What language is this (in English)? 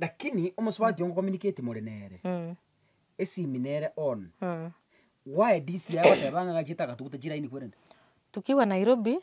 Gusii